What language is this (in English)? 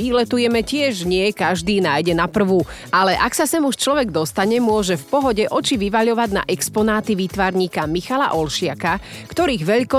Slovak